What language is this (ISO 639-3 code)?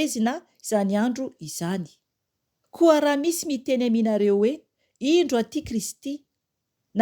mlg